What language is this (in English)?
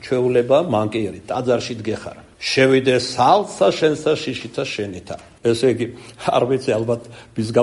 Georgian